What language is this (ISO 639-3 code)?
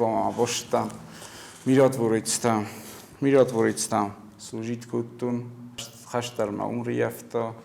oss